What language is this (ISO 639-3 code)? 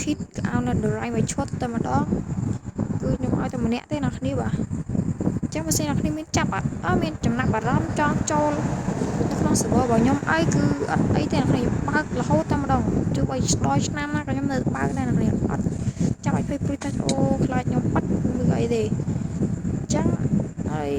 khm